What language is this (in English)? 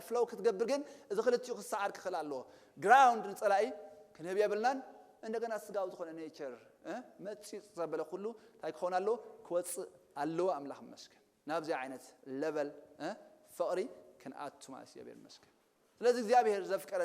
Tigrinya